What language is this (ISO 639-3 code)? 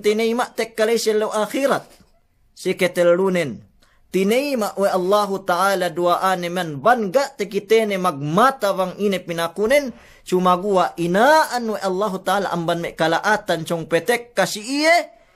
yka